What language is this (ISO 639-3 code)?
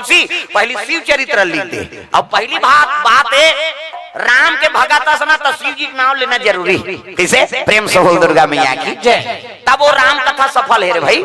hne